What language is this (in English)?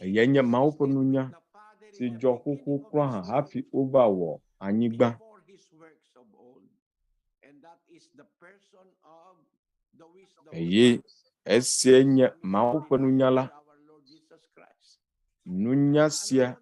Ewe